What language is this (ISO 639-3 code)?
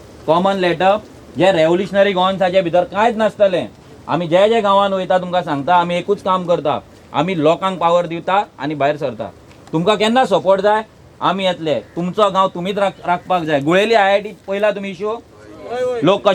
kok